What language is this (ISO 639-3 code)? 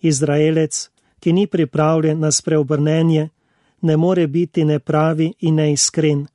slv